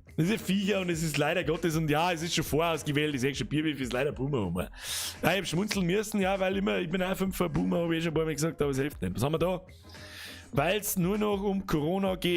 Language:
Bavarian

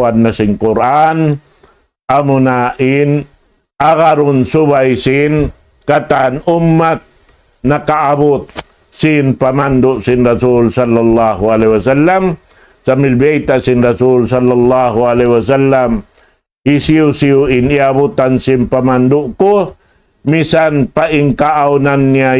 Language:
Tausug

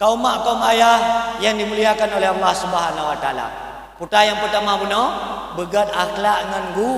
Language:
Achinese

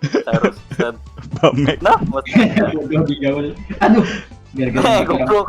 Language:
Banjar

